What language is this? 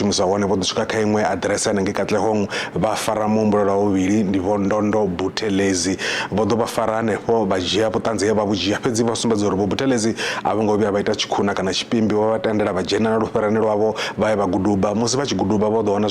Venda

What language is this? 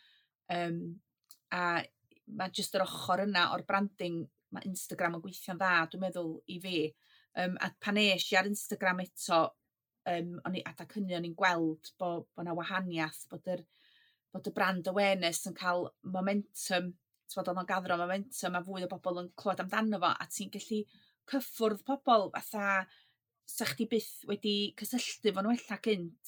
Welsh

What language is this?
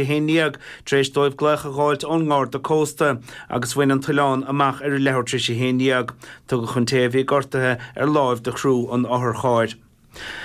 Irish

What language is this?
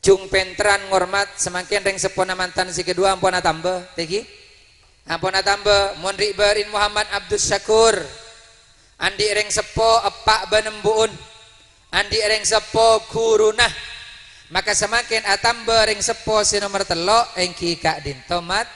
Madurese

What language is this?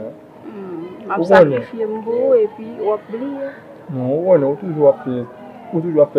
Haitian Creole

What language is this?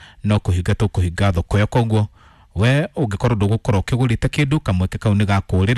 Kikuyu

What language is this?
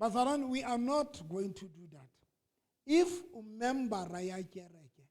Southern Sotho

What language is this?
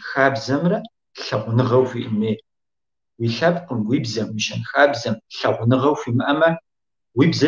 Kabardian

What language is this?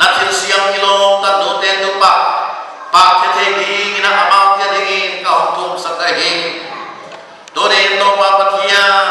Paite Chin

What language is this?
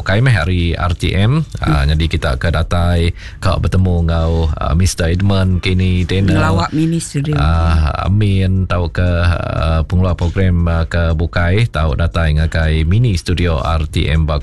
Iban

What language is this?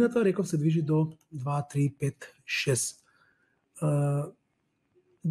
Macedonian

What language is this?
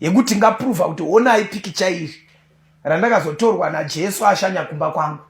Shona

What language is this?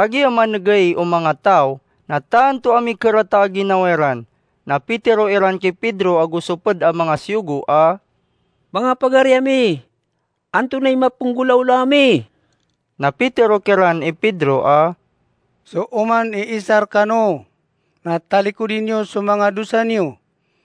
Maranao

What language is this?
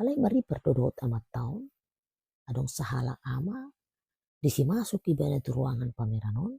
Batak Toba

